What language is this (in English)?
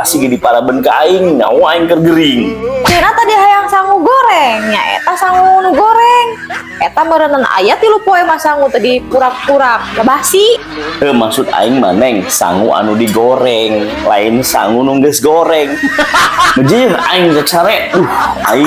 Sundanese